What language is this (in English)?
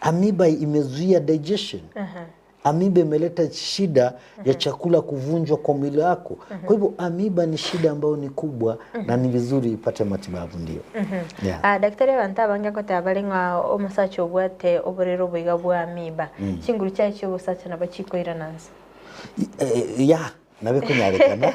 Gusii